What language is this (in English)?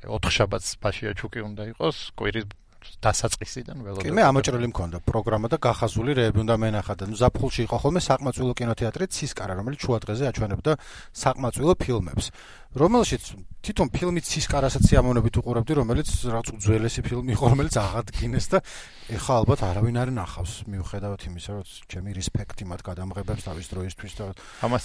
Georgian